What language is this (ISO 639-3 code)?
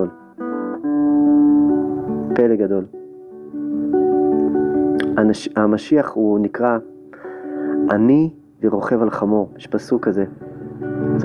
heb